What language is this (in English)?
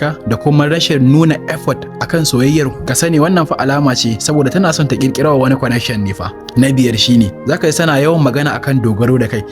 Hausa